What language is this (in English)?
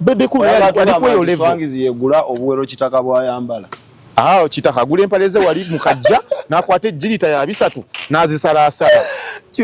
Ganda